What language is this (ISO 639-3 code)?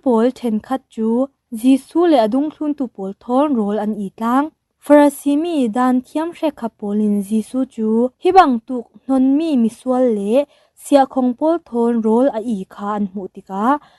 cfm